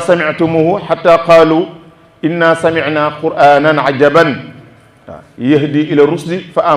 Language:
Wolof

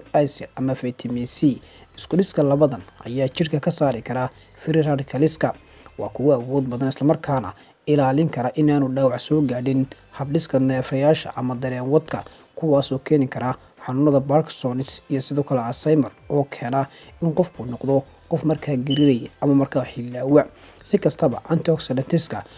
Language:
Somali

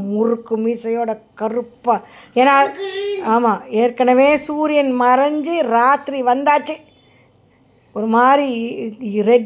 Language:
Tamil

